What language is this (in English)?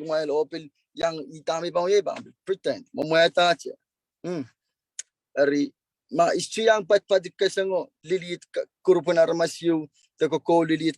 Pohnpeian